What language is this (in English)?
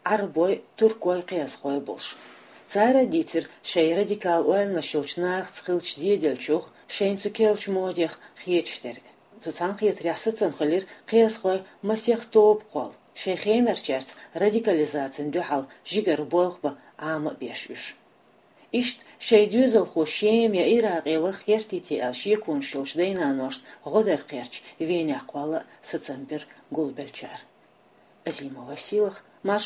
Chechen